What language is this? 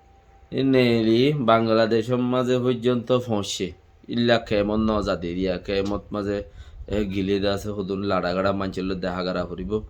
Rohingya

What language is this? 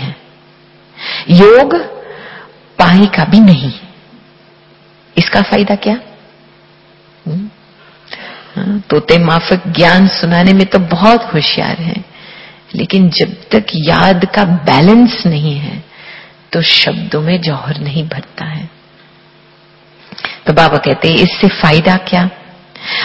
Hindi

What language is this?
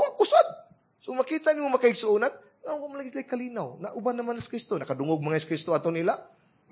Cebuano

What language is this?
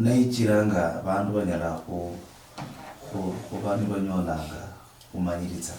Luyia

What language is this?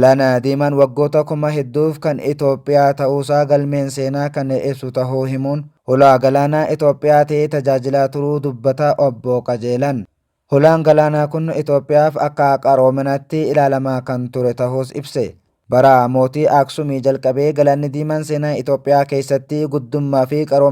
Oromo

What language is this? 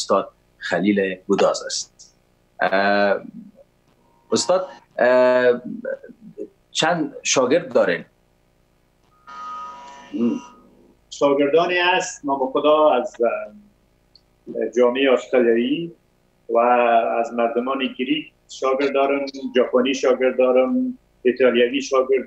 Persian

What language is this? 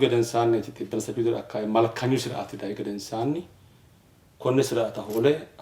Sidamo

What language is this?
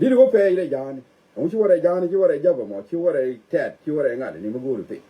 Nuer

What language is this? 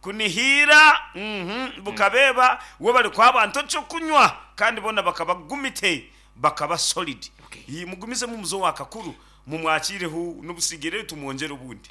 Nyankole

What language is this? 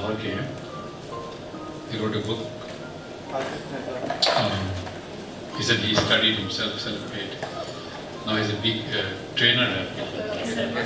Urdu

